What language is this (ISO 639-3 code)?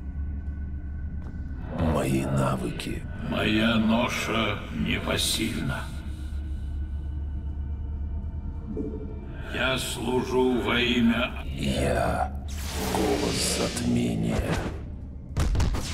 rus